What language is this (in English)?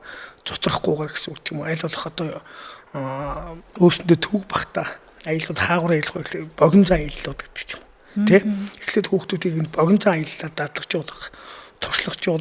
Mongolian